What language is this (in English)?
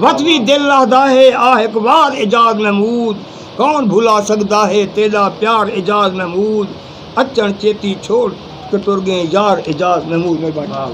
Saraiki